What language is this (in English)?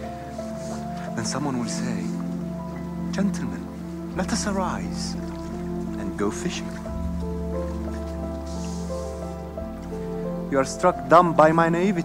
English